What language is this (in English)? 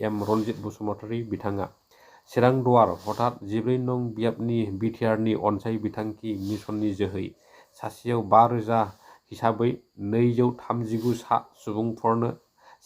Bodo